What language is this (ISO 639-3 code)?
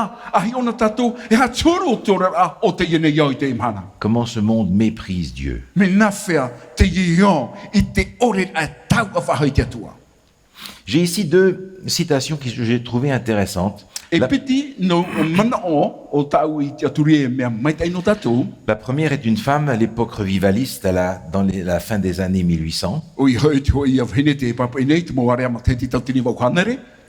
tah